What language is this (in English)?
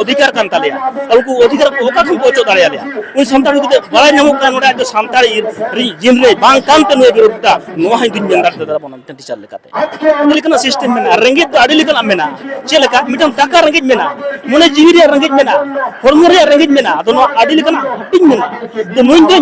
Santali